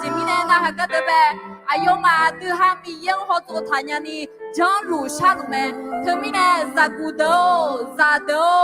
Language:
Akha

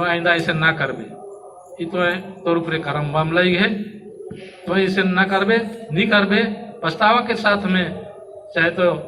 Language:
Sadri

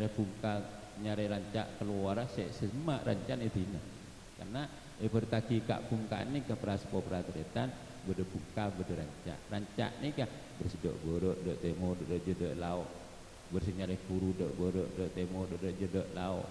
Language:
Madurese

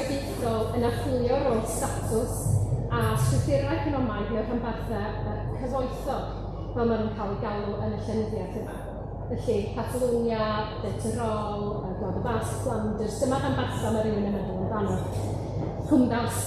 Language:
Welsh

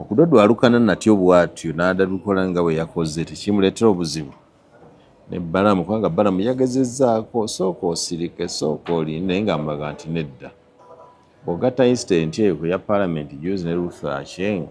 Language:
Ganda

